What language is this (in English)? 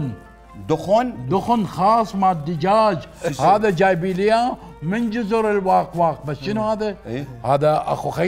Mesopotamian Arabic